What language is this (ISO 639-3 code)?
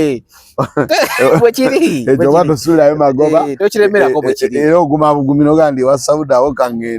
lug